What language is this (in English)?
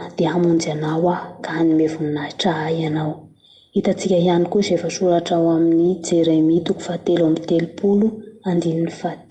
Malagasy